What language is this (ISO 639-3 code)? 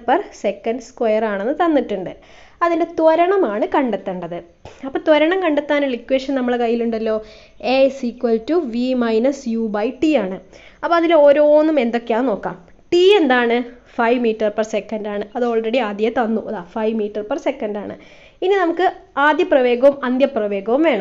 mal